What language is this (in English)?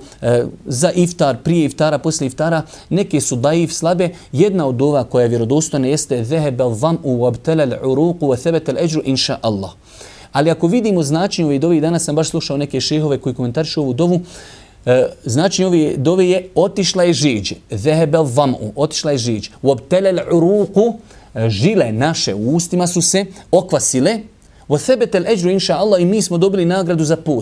Bosnian